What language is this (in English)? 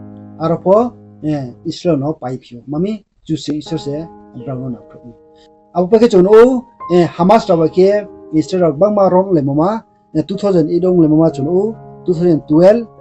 Riang (India)